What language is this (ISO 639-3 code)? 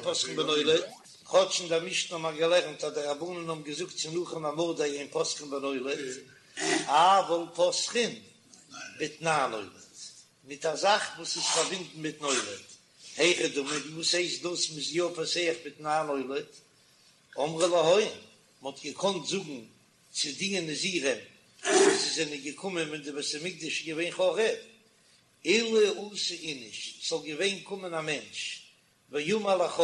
yid